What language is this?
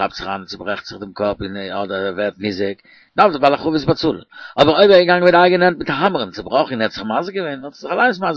Yiddish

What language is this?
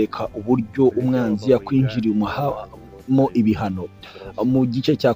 Kinyarwanda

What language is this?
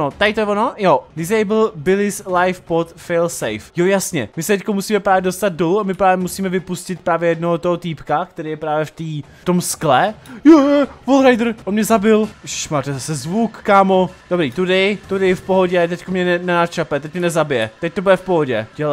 Czech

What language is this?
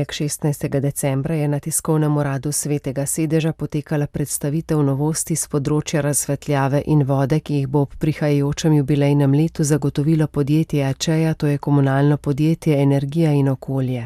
Slovenian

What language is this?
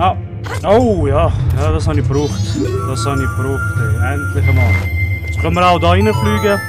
Swiss German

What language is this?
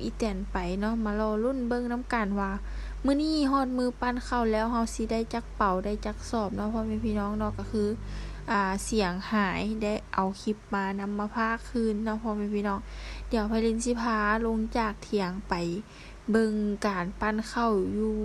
Lao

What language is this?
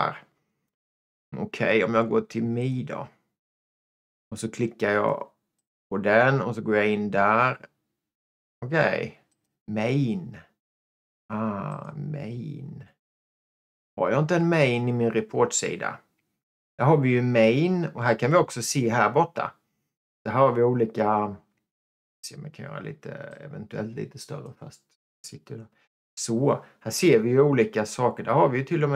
Swedish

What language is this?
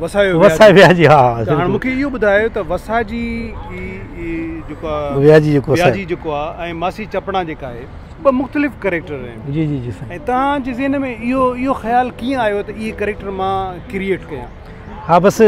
Sindhi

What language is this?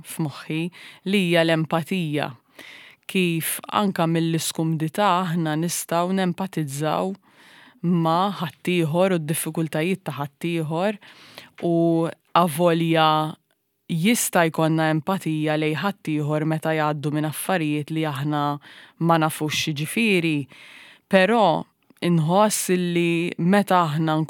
Maltese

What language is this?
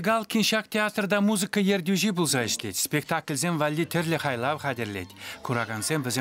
Chuvash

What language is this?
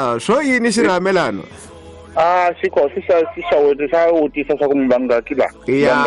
Tsonga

